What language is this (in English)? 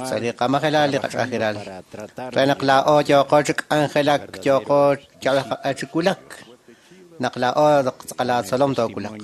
Kekchí